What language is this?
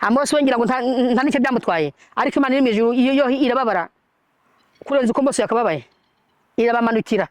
Kinyarwanda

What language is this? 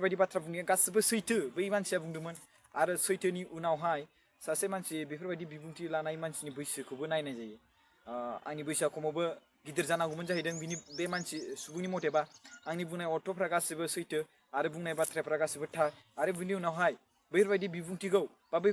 Bodo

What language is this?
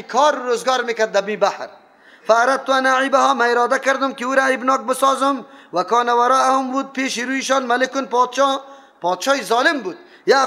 Persian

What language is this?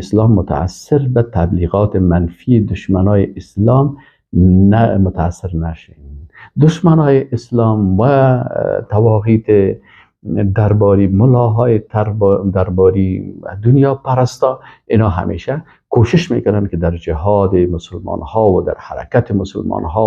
Persian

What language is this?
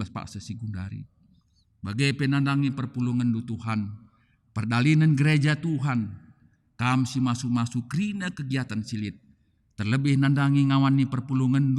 Batak Karo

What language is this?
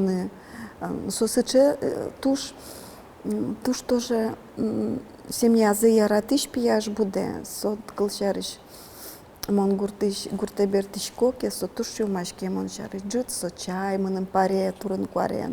Udmurt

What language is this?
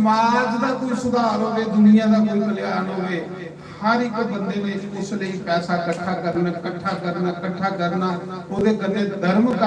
Dogri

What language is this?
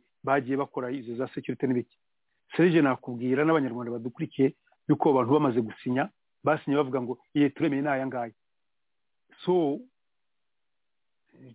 Kinyarwanda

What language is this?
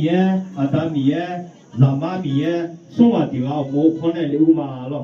Akha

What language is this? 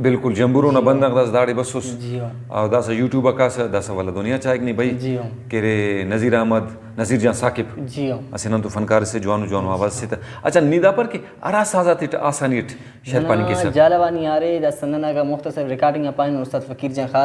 Brahui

